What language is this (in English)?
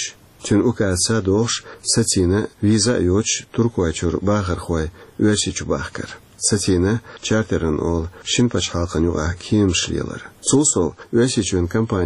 Chechen